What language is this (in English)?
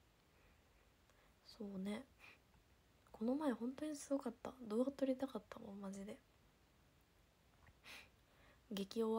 Japanese